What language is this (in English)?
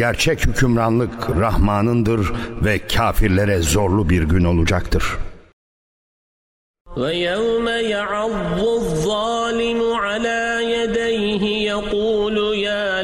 Turkish